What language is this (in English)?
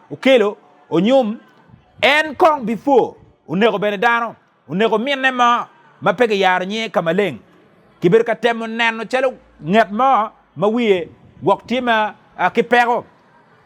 Acoli